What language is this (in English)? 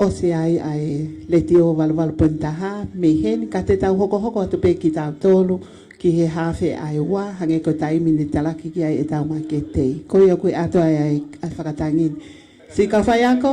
Tongan